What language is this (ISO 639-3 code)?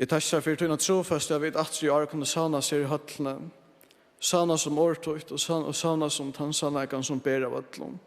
fao